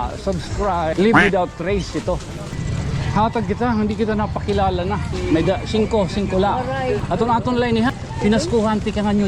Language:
Waray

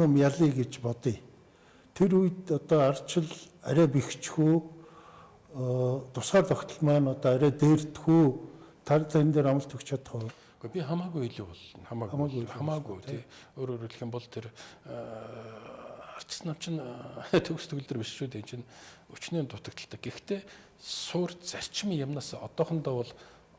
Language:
Mongolian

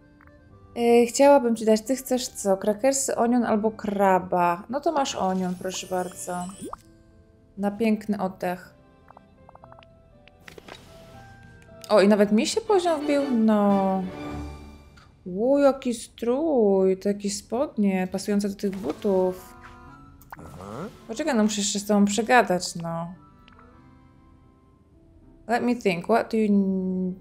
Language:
Polish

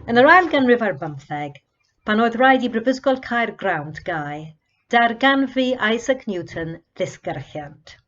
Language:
Welsh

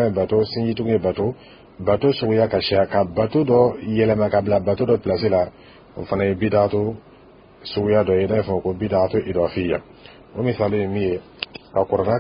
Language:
Dyula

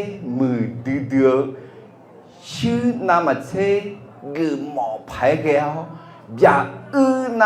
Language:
Akha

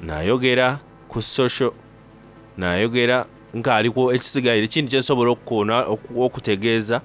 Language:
Soga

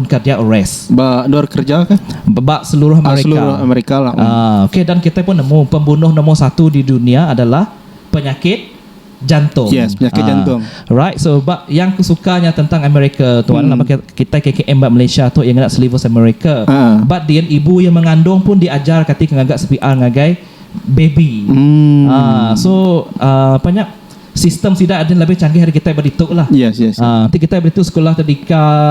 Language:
Iban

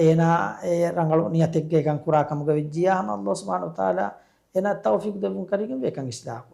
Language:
Divehi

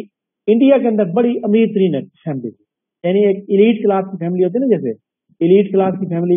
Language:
Urdu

